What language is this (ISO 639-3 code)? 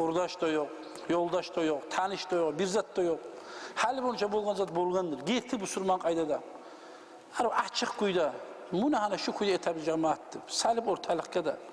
kum